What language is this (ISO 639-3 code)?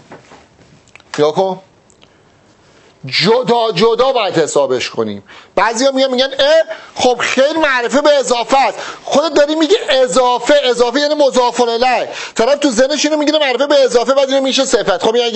fas